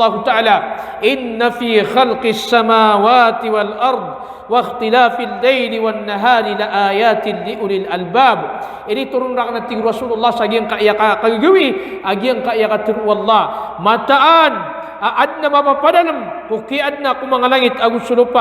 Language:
Maranao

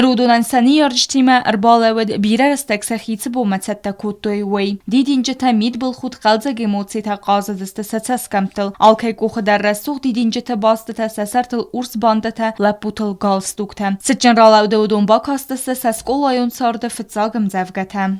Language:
Ossetic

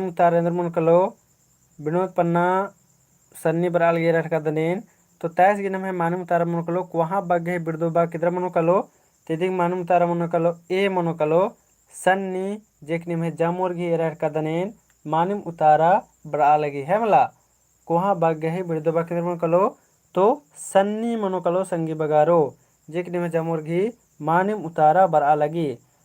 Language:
Kurukh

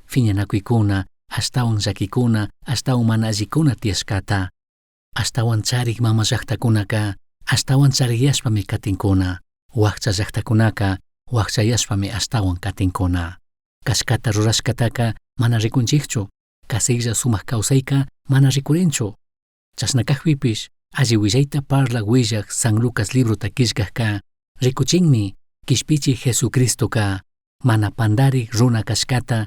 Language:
Chimborazo Highland Quichua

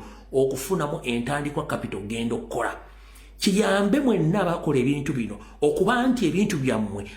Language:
Ganda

